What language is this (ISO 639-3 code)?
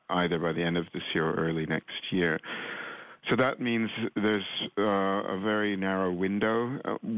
eng